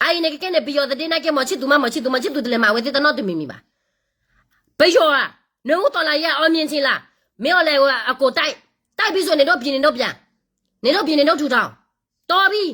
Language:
S'gaw Karen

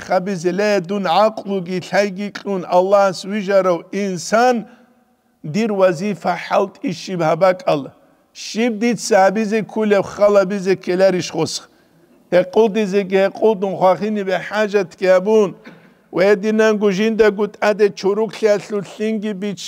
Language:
Avaric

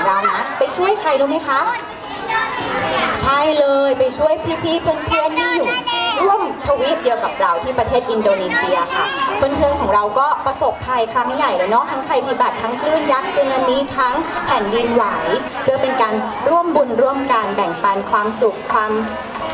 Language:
Thai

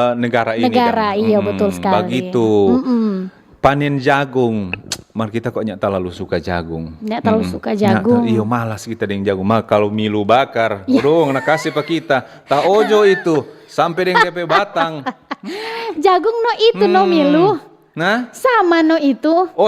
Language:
Manado Malay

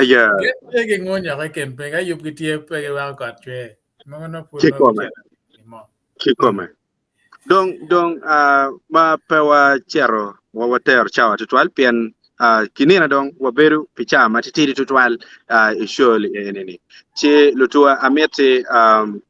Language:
Acoli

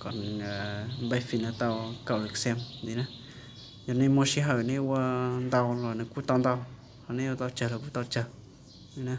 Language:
Hmong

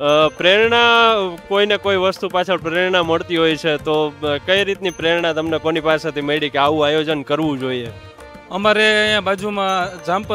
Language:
Gujarati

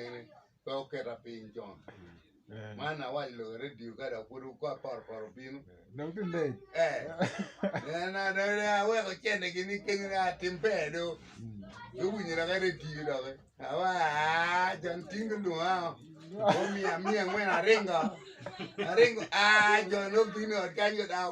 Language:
Acoli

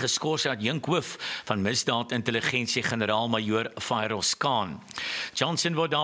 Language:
Afrikaans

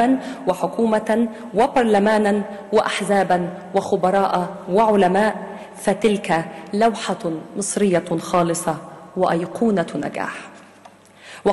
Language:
Arabic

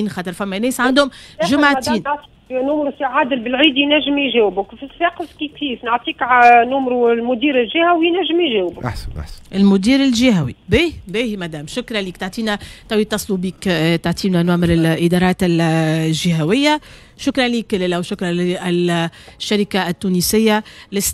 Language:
Tunisian Arabic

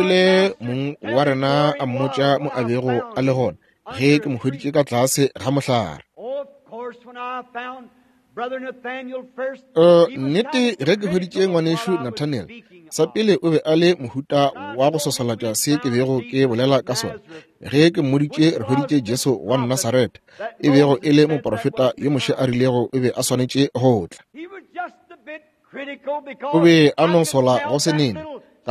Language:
Northern Sotho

